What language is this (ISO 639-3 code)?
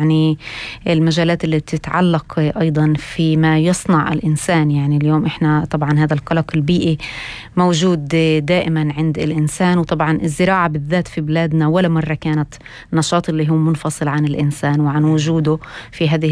apc